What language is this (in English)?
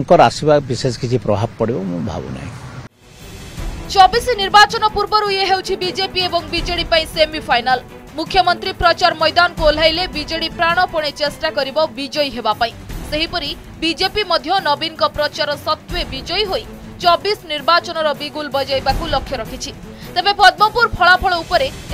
Odia